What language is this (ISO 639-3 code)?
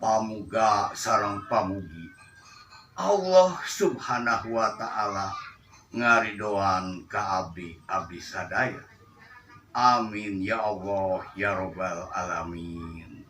sun